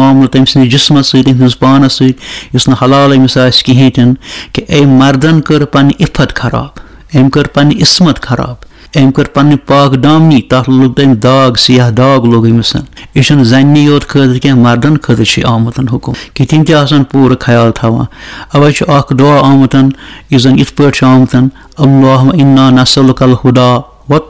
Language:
Kashmiri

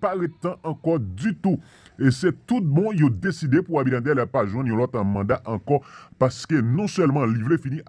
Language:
Haitian Creole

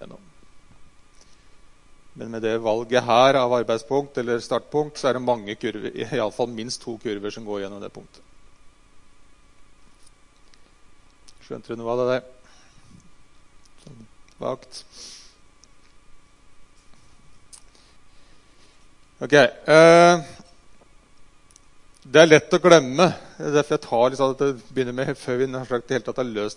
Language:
Norwegian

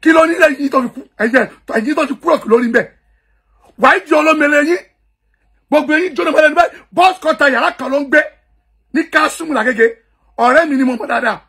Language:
Yoruba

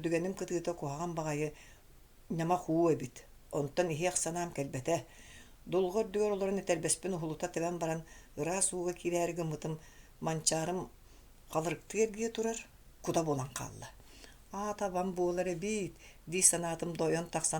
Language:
Yakut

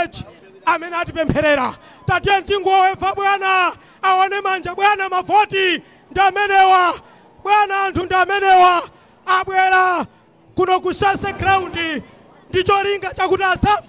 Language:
Nyanja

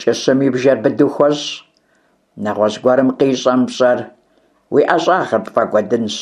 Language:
Kabardian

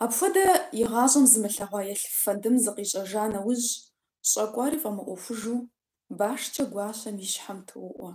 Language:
Kabardian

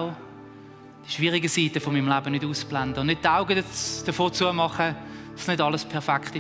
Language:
Swiss German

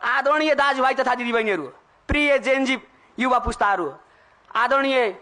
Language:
Nepali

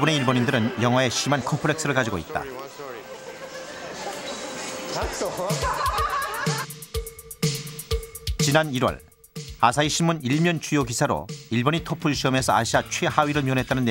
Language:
Korean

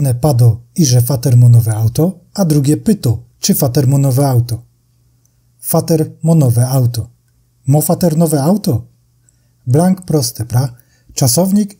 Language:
Silesian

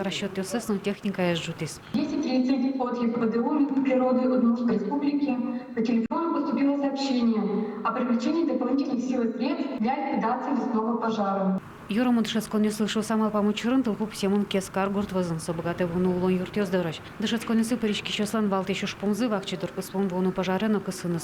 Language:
Udmurt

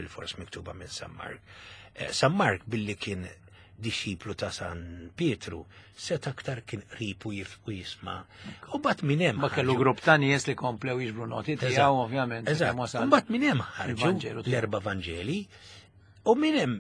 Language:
Maltese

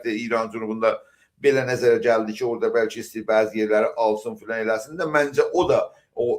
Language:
South Azerbaijani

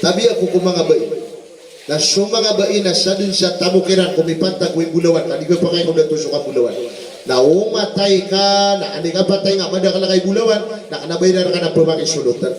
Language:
Maranao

